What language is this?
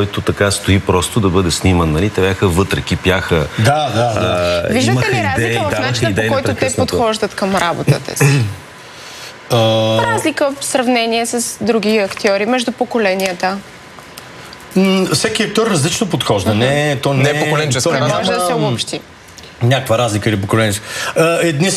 Bulgarian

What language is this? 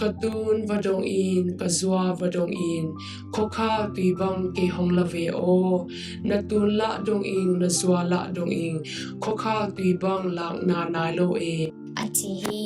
Tedim Chin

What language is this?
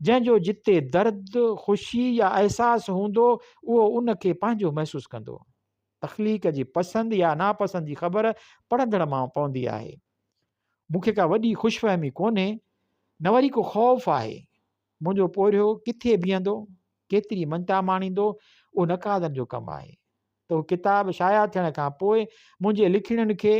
Sindhi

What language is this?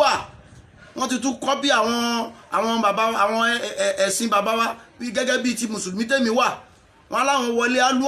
Yoruba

